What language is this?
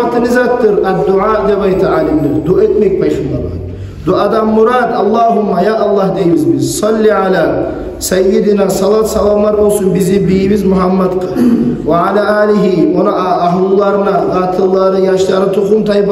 Kumyk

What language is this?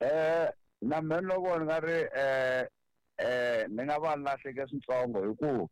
Tsonga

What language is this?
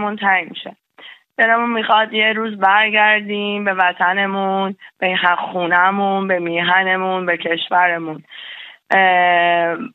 Persian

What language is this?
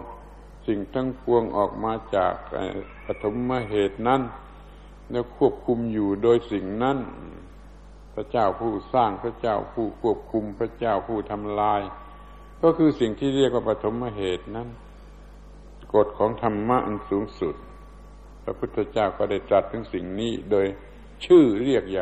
Thai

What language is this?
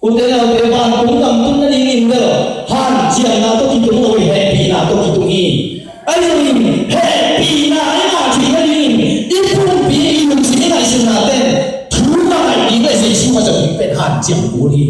Tedim Chin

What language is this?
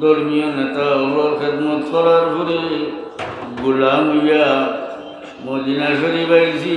Sylheti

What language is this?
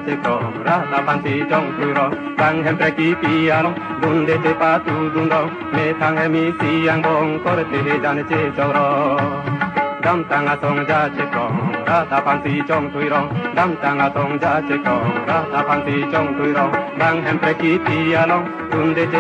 Karbi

